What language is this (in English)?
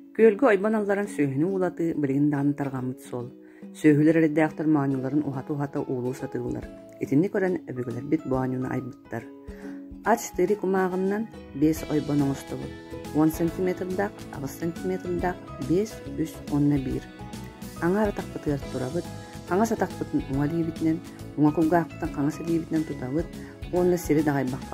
Yakut